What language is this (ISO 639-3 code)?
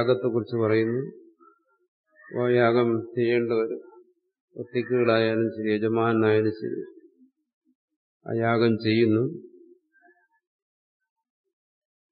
mal